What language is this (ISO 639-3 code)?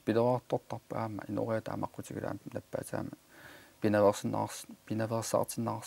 kal